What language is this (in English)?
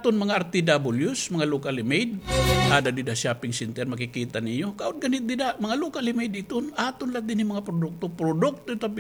Waray